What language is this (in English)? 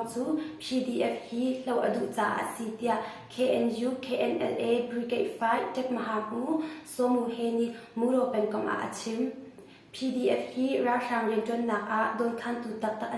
Hakha Chin